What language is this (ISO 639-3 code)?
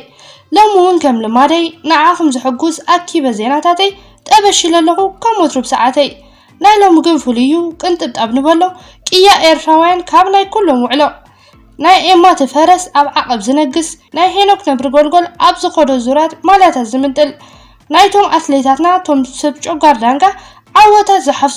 tir